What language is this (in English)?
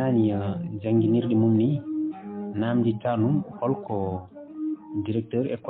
Fula